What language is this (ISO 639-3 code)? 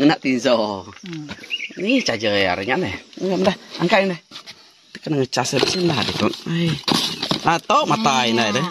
iba